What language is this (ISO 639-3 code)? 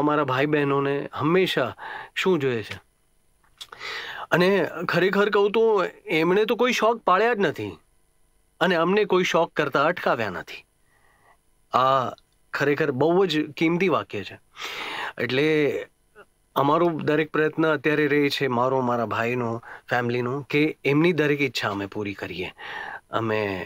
guj